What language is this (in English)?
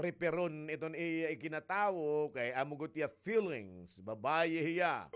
Waray